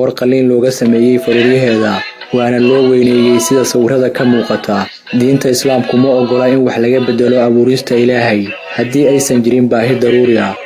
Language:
Somali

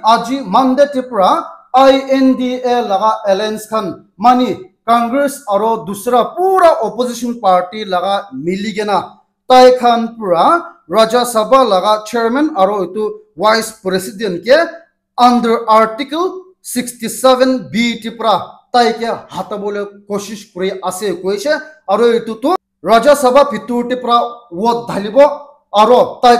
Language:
Naga Pidgin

